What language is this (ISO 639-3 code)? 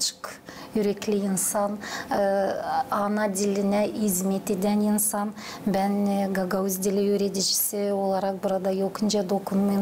gag